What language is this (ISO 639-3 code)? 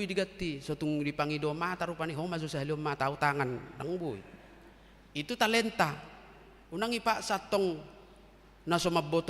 bbc